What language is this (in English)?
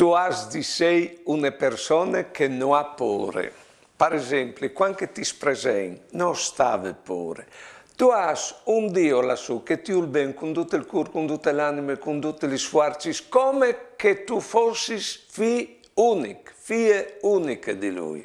Friulian